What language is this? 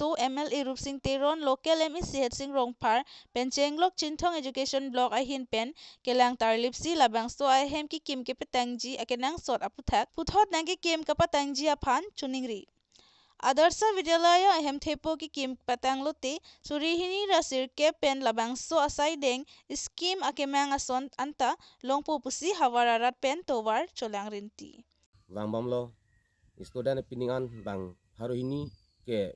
Karbi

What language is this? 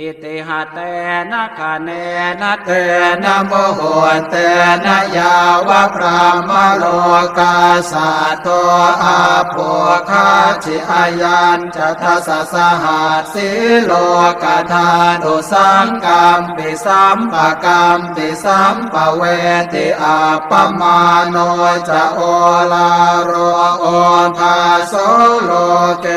Pali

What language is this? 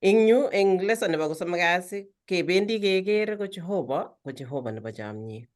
Kalenjin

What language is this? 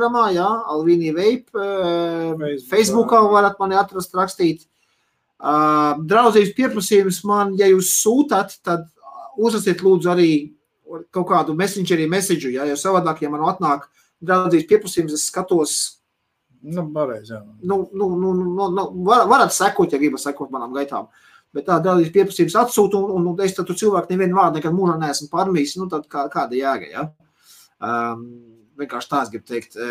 Latvian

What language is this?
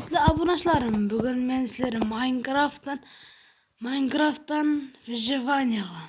Kara-Kalpak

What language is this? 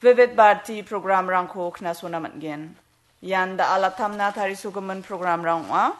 Garo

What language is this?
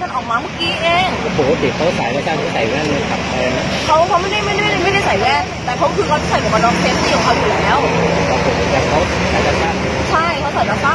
Thai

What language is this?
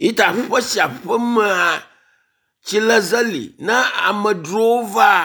Ewe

